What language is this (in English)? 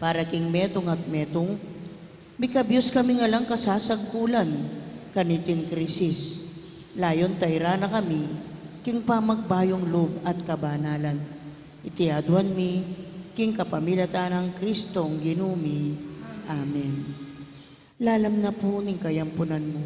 Pampanga